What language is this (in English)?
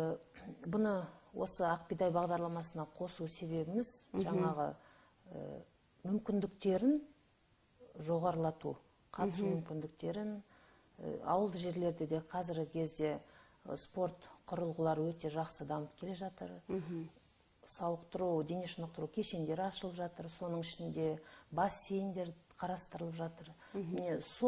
Kazakh